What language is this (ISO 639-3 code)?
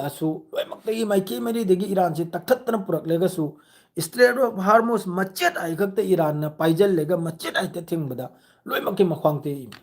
mni